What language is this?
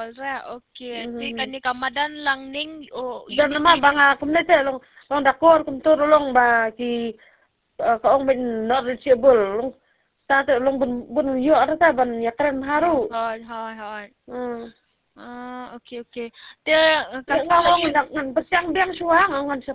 Khasi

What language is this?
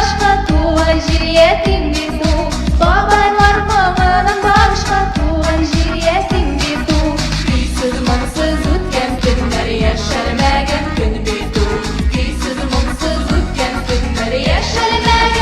Tatar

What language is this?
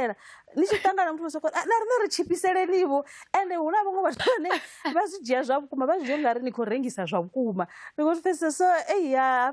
Venda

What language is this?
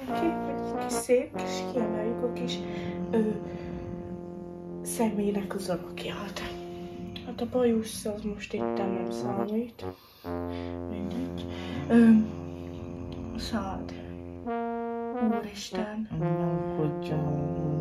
Hungarian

